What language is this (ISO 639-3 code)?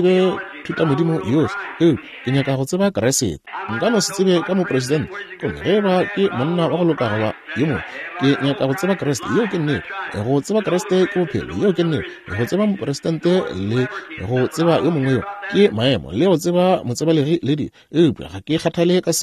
nso